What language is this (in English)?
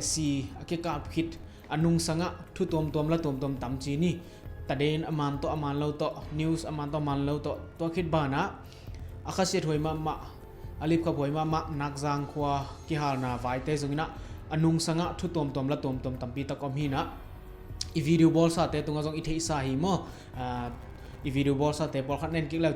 Tedim Chin